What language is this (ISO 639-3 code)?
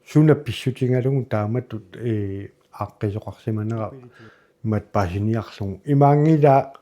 kal